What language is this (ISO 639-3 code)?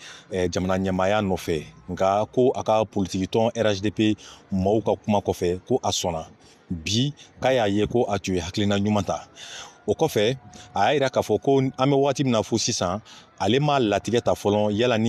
bam